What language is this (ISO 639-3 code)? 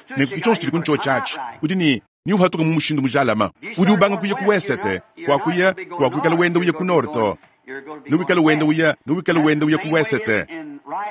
lua